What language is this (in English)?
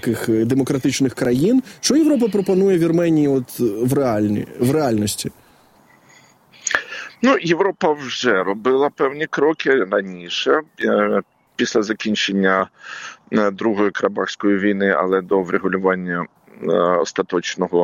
Ukrainian